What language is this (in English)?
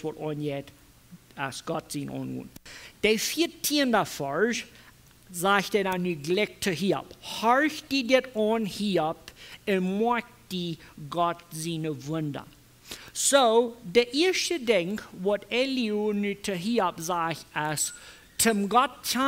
Plautdietsch